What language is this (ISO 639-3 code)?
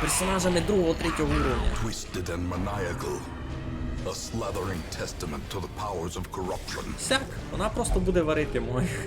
rue